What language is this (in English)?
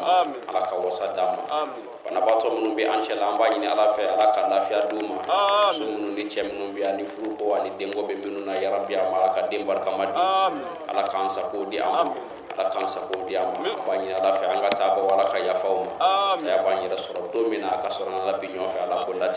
Bambara